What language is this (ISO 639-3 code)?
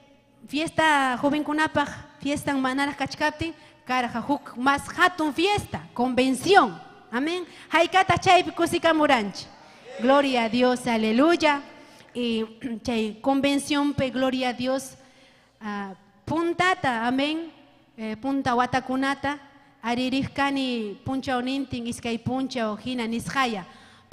quy